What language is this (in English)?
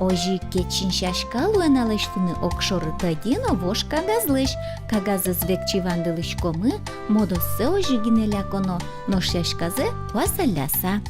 Udmurt